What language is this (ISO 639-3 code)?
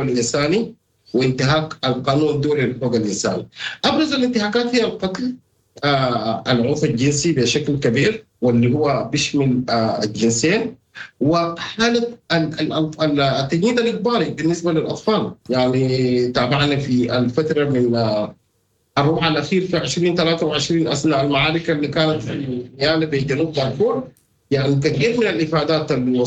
apd